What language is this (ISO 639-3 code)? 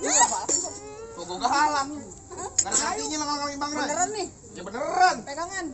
bew